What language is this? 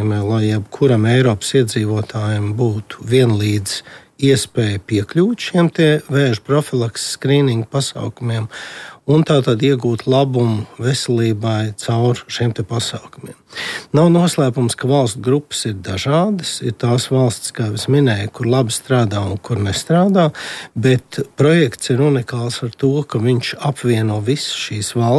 Latvian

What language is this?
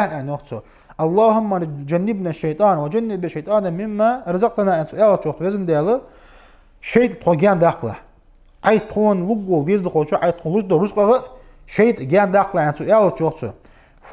Ingush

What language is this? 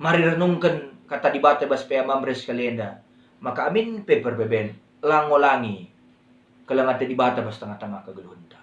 Batak Karo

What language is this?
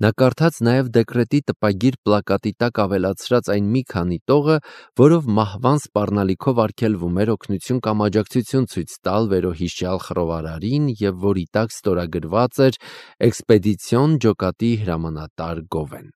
Armenian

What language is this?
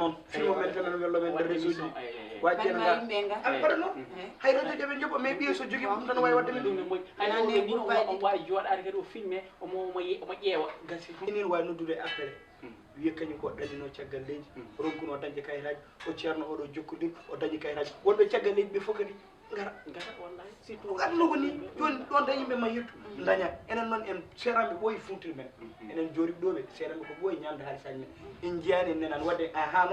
Fula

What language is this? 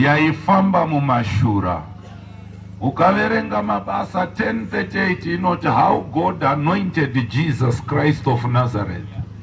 Shona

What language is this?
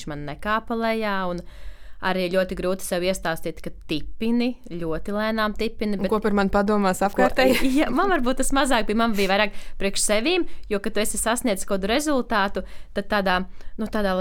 Latvian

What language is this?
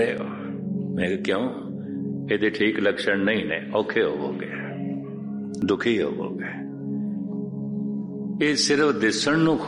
Punjabi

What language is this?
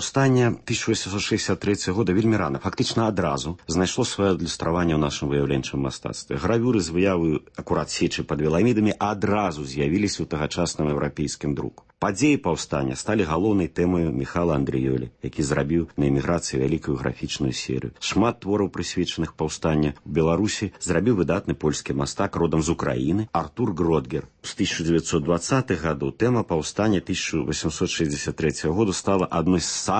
Belarusian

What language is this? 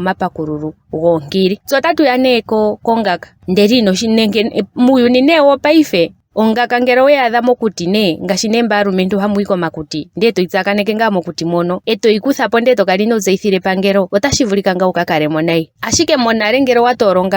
Ndonga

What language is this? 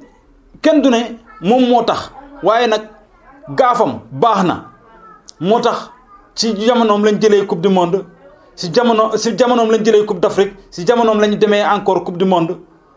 Wolof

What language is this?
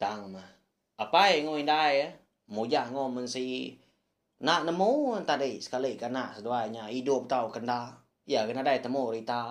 Iban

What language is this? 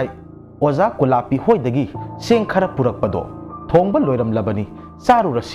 Manipuri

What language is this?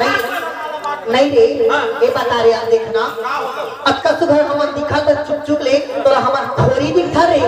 Chhattisgarhi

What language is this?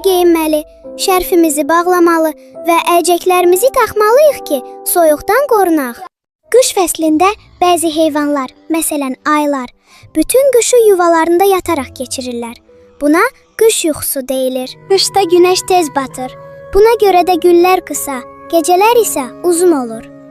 Azerbaijani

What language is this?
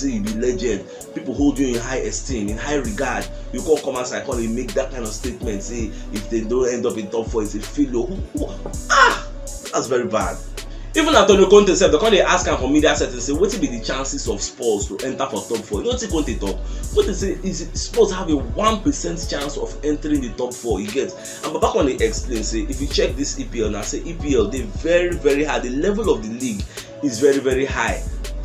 Nigerian Pidgin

